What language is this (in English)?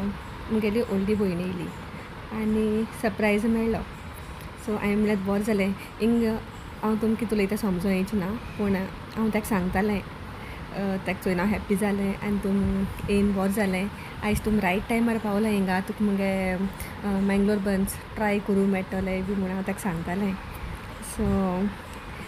Konkani